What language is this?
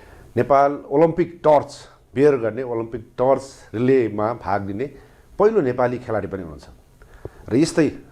Nepali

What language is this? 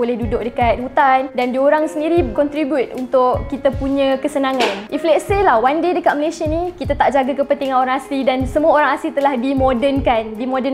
Malay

